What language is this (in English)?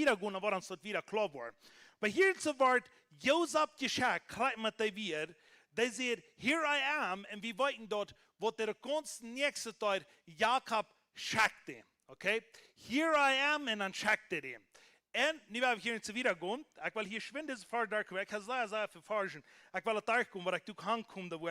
Plautdietsch